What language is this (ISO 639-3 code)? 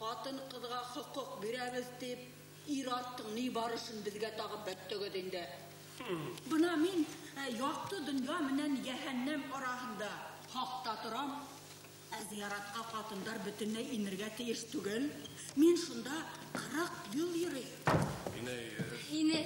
bak